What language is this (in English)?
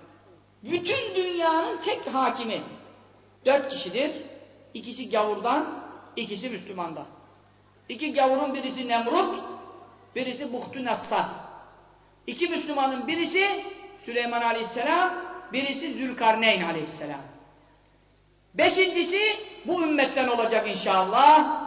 Turkish